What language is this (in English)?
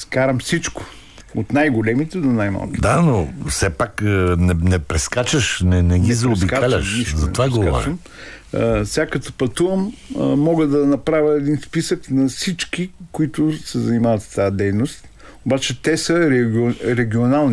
Bulgarian